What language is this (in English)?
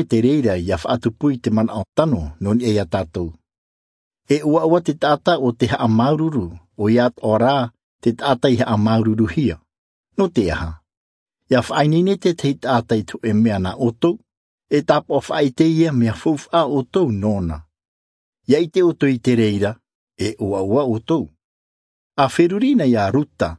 Tahitian